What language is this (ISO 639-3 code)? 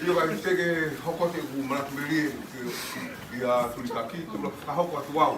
ton